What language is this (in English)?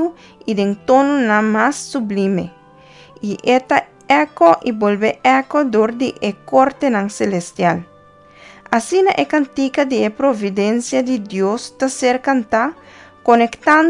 Papiamento